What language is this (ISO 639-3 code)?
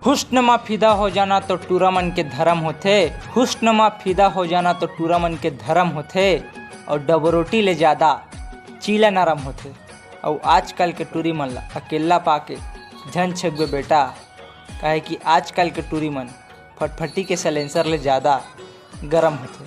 hne